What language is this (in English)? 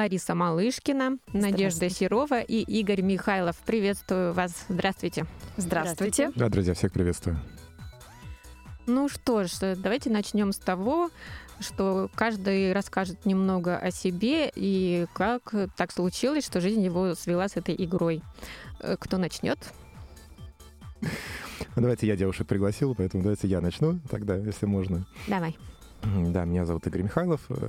Russian